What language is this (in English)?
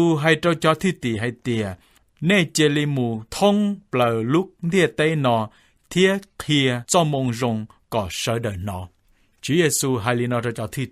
Hmong